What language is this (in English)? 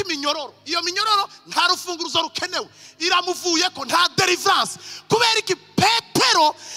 Rundi